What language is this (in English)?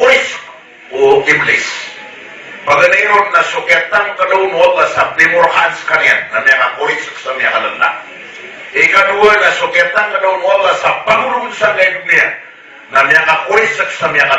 Maranao